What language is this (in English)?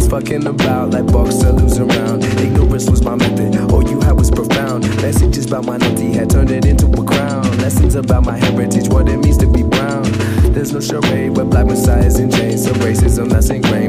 English